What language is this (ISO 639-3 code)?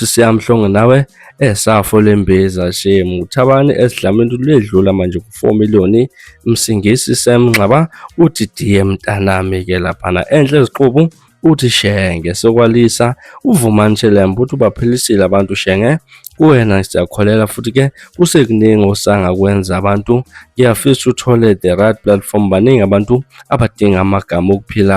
zul